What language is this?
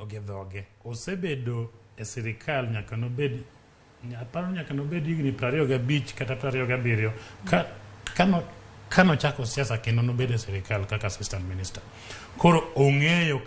Luo (Kenya and Tanzania)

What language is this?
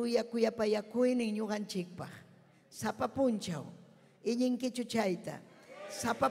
Ayacucho Quechua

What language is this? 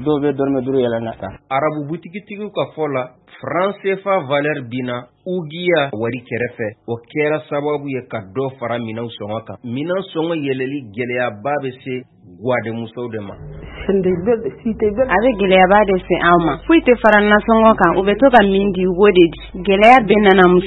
Bambara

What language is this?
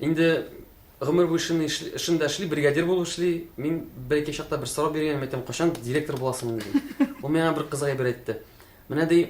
Tatar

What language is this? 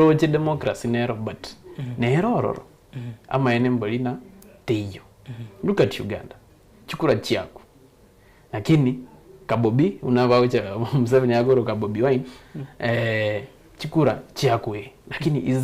Gusii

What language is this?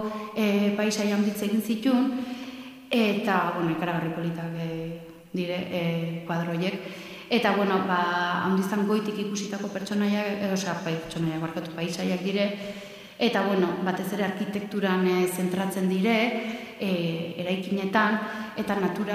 Basque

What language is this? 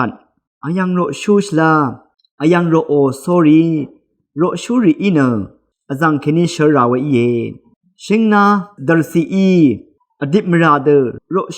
Rawang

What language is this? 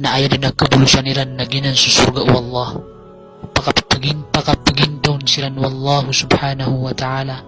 Maranao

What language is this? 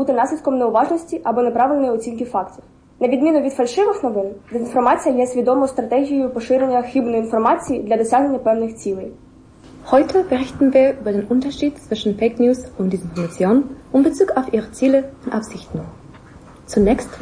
Ukrainian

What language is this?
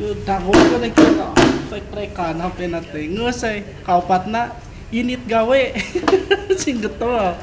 Sundanese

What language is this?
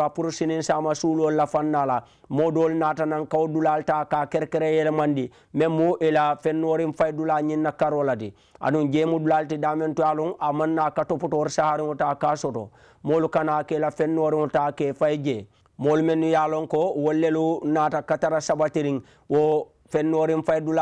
Mandingo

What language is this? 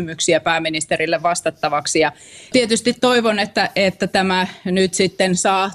Finnish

